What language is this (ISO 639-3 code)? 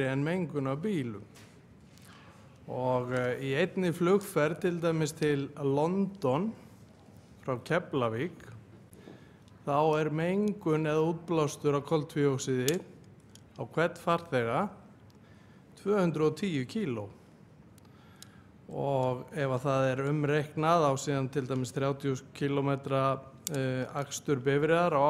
isl